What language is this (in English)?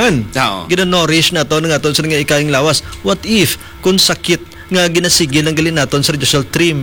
Hiligaynon